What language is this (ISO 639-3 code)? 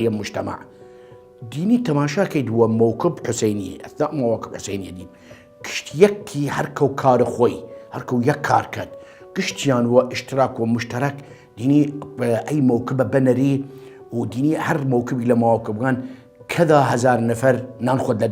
sdh